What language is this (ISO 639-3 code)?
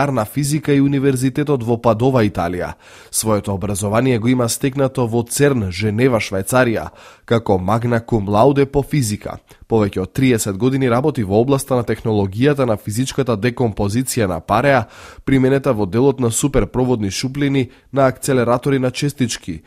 mkd